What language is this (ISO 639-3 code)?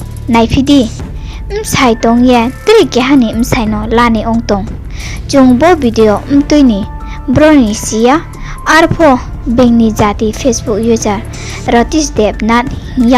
ria